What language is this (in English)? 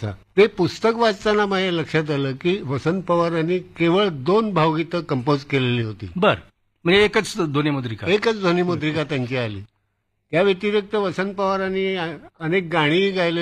Marathi